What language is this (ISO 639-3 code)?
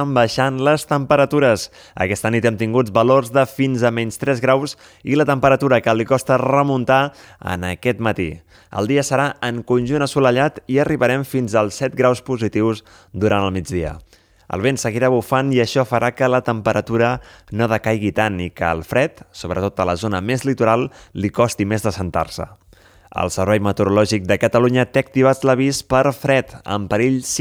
cat